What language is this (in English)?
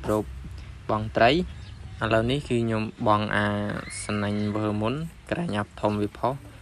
Khmer